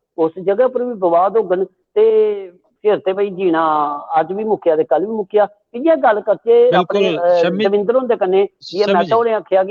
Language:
Dogri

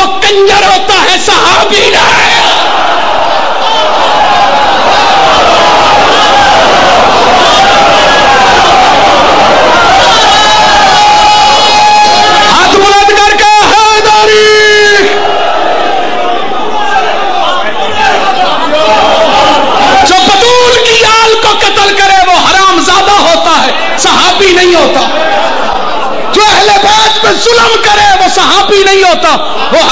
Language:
Urdu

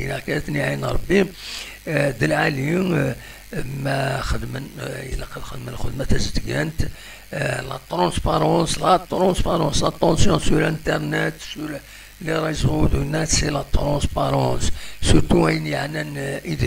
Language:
Kabyle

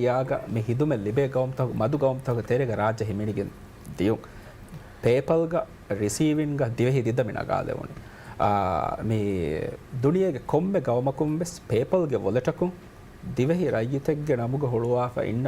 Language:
Divehi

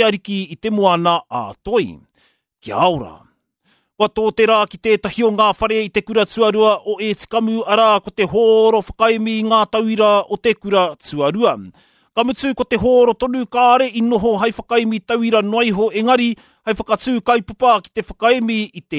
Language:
Māori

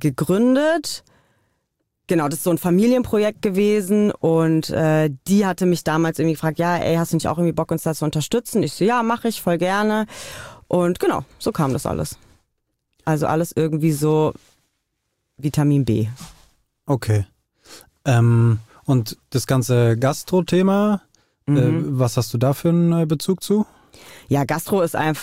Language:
German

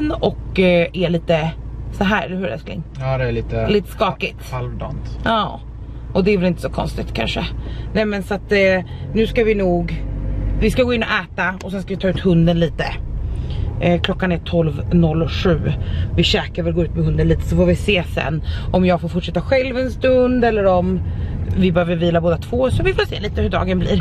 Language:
Swedish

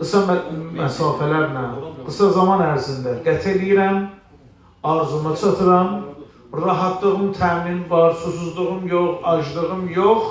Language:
Azerbaijani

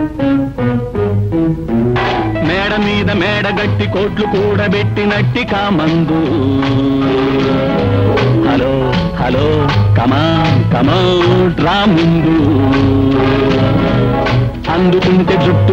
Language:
Telugu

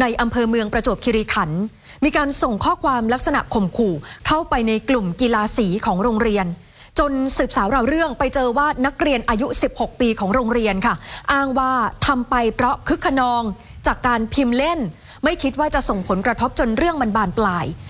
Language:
Thai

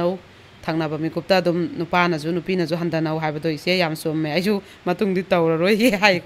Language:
Manipuri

